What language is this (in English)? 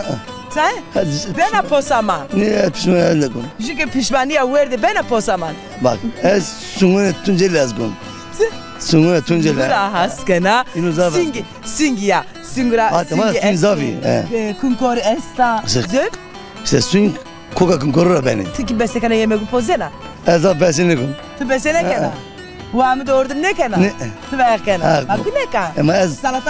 Zaza